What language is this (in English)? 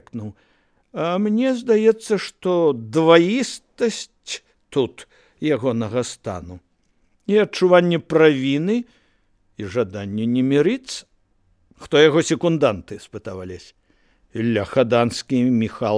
Belarusian